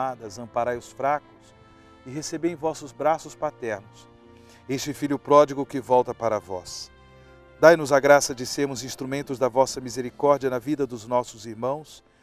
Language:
Portuguese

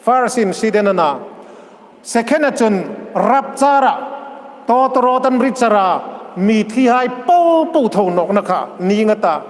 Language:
Hmar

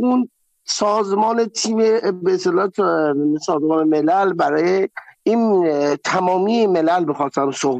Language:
Persian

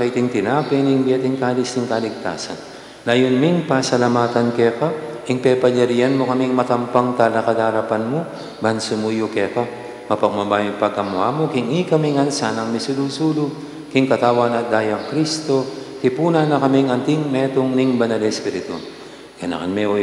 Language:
Pampanga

